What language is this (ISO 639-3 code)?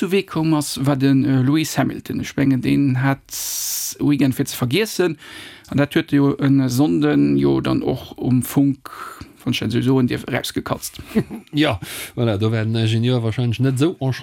ltz